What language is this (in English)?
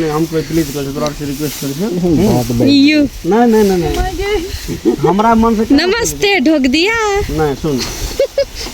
Maithili